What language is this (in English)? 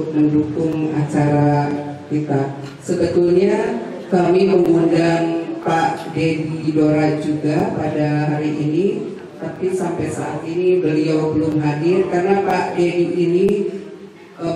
Indonesian